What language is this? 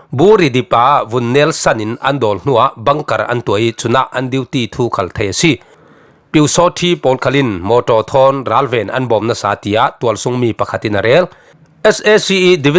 Falam Chin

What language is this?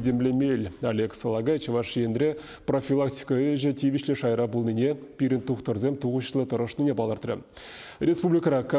Chuvash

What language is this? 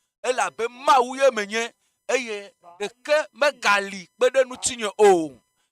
Ewe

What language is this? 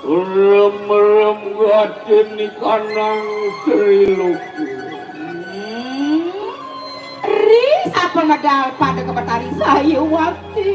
Balinese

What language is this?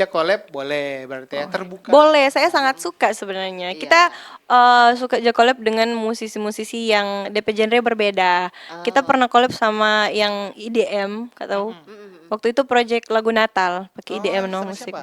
Manado Malay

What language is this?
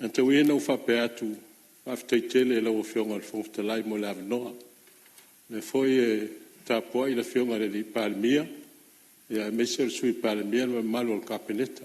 Samoan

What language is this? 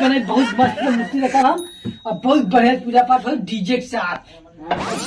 Awadhi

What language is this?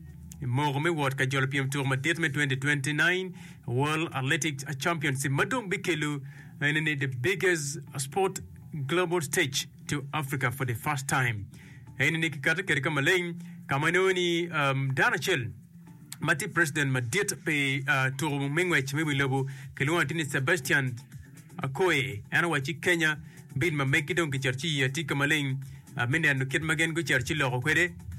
Acoli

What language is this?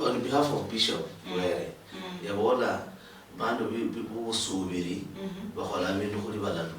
Luyia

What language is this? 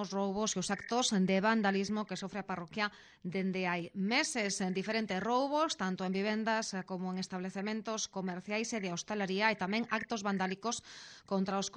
Galician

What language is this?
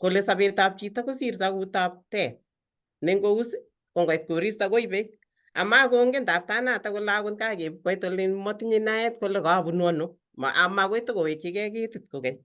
Kalenjin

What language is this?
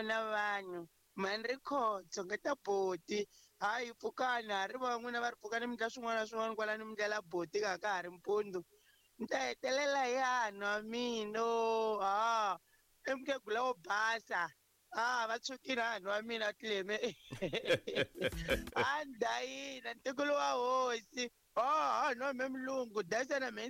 Tsonga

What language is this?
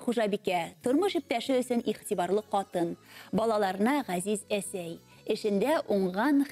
Bashkir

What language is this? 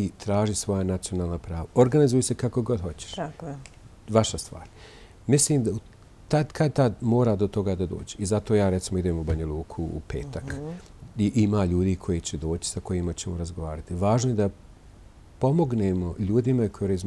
Bosnian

